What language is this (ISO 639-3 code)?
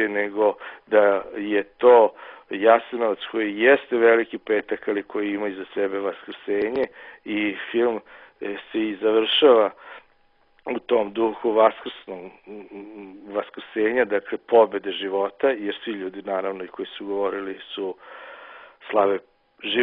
srp